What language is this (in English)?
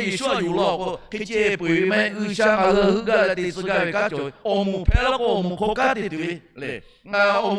Lahu